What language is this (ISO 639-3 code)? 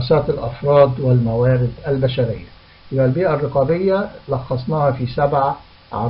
arz